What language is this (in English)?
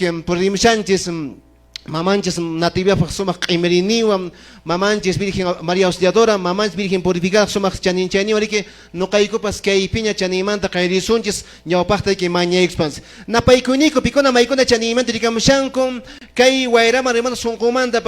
Quechua